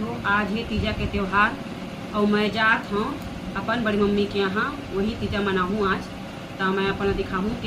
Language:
Chhattisgarhi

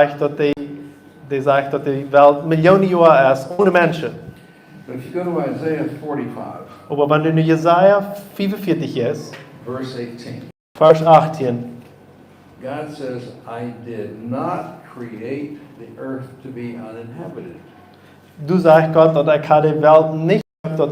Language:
Plautdietsch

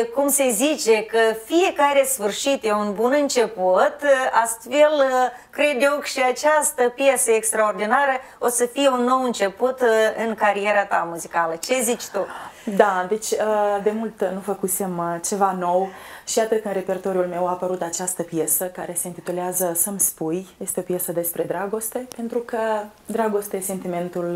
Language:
Romanian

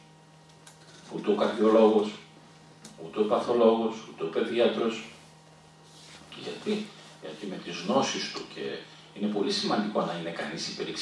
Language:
Greek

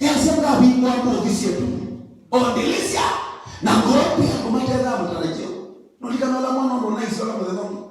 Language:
Kamba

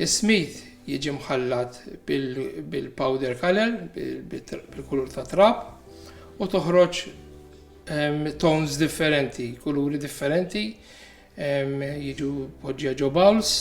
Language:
Maltese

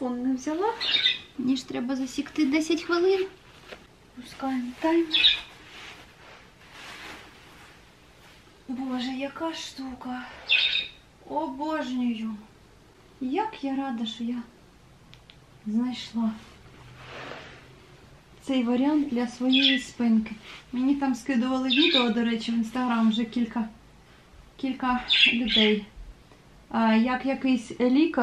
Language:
Ukrainian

